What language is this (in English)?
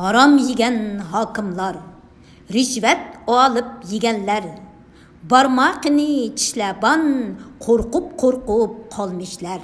Uyghur